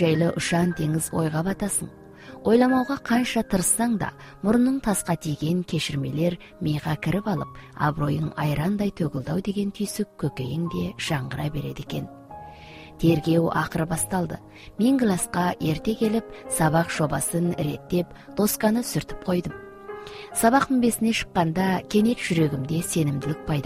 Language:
Kazakh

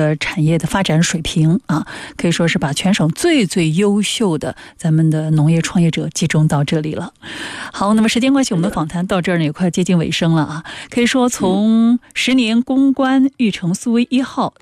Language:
Chinese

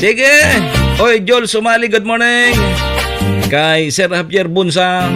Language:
Bikol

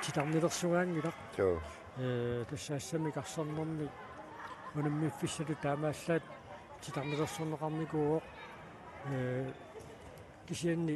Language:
Kalaallisut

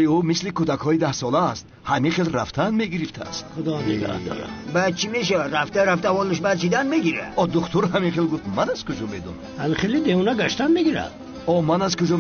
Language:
Tajik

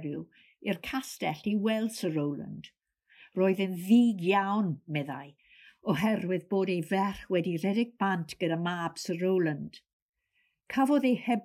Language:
Welsh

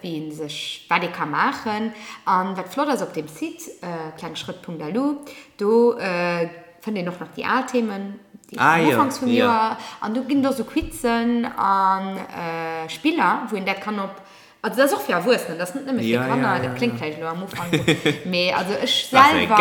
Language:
Luxembourgish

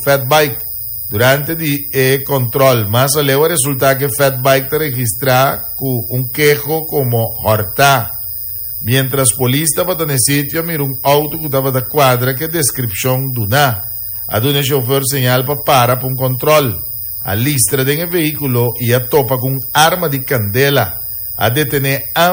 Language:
Papiamento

